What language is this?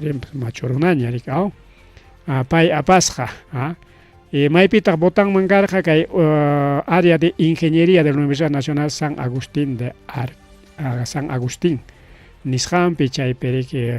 Ayacucho Quechua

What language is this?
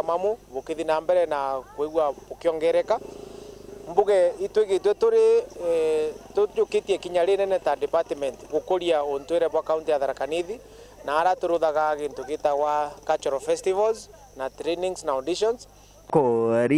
Meru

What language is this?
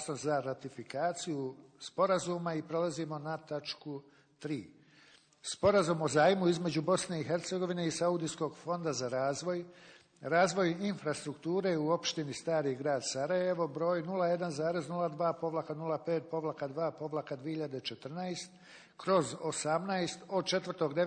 Bosnian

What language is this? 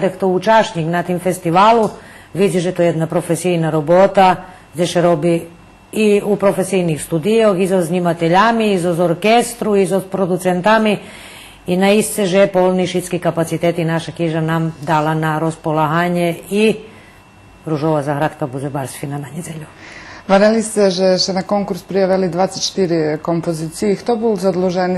Rusyn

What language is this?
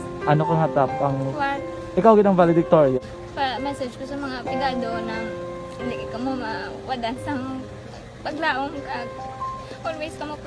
Hiligaynon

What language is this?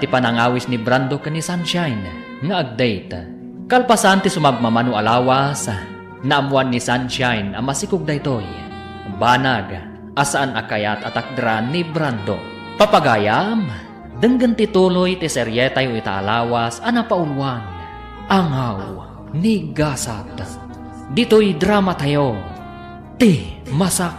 Iloko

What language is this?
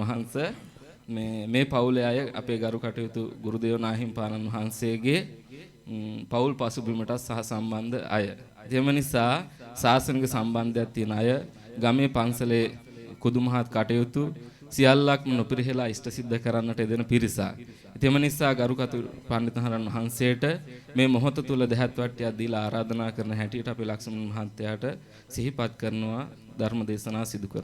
Sinhala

